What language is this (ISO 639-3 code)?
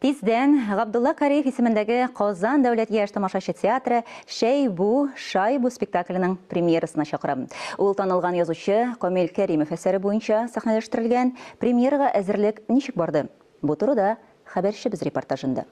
tat